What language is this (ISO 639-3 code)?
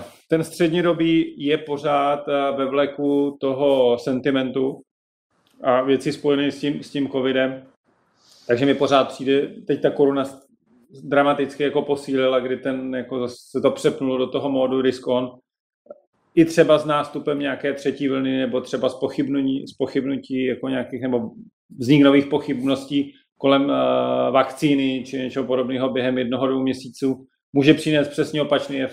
ces